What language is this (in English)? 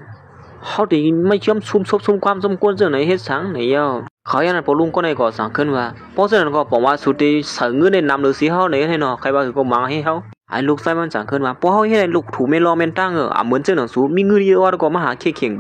Shan